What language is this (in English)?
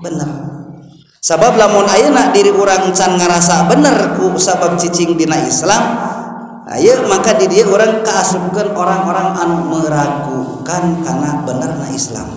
Sundanese